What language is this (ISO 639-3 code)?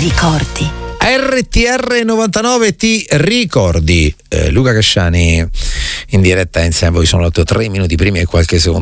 ita